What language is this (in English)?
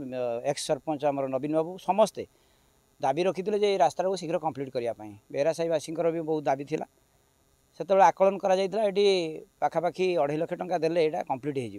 Odia